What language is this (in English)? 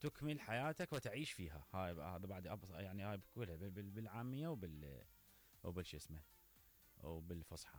Mesopotamian Arabic